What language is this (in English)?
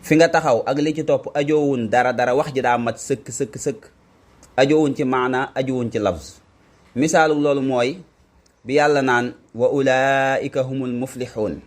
Wolof